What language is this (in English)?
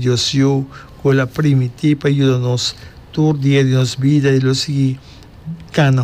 Papiamento